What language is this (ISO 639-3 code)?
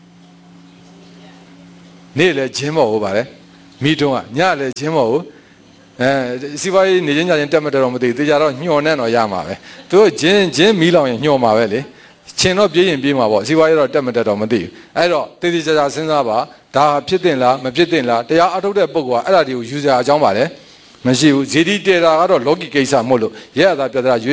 mya